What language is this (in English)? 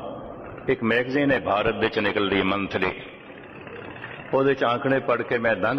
Punjabi